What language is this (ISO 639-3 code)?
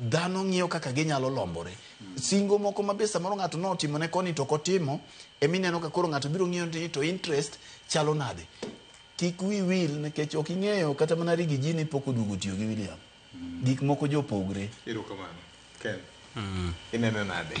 luo